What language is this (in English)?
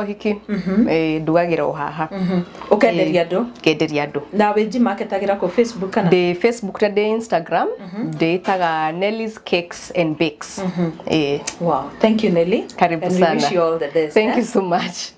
Kikuyu